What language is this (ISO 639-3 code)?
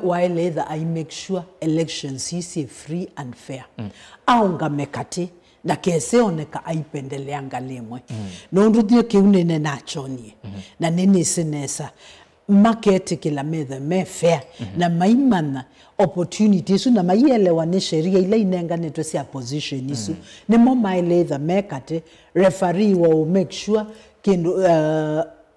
kam